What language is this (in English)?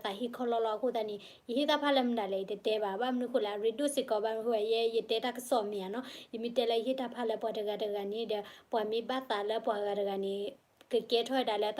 S'gaw Karen